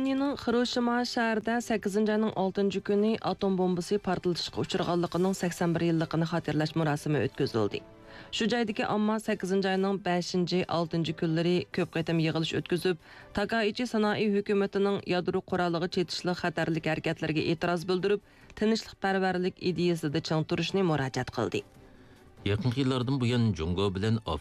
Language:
Uyghur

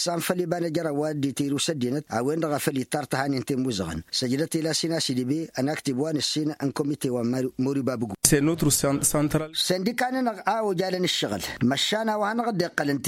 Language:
Tamasheq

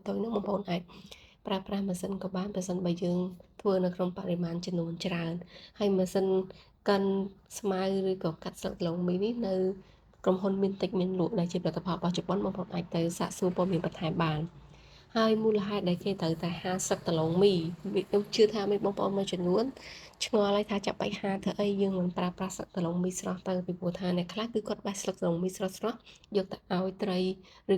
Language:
Khmer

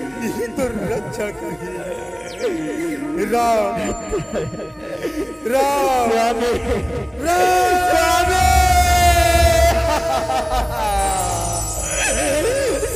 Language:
Chhattisgarhi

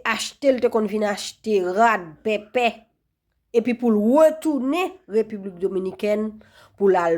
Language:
Haitian Creole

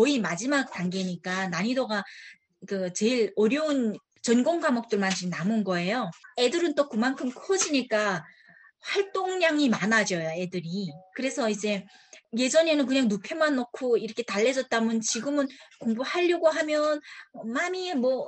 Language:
Korean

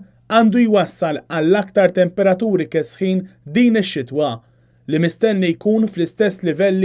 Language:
Maltese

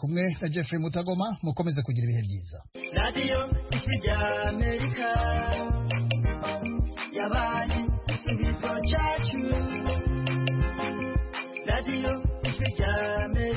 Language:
Kinyarwanda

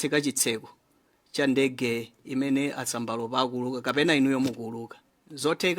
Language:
Nyanja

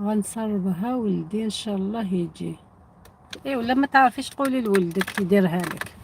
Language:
Algerian Arabic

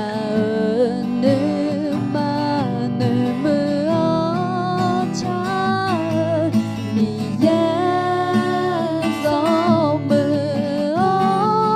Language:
Akha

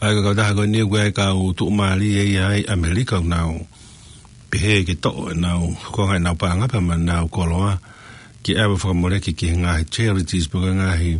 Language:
Tongan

